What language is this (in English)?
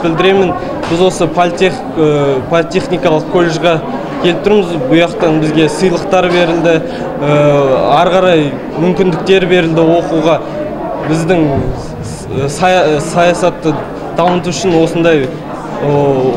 Kazakh